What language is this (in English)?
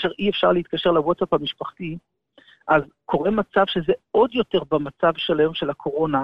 Hebrew